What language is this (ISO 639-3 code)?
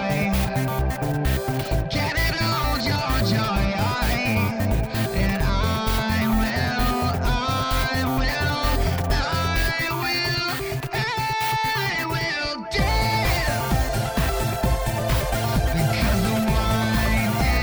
est